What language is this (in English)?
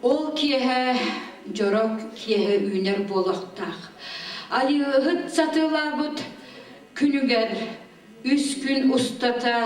Yakut